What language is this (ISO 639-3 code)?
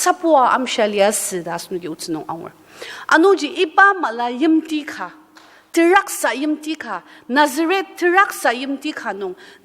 njo